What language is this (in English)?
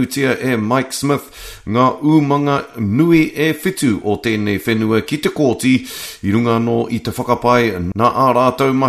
Māori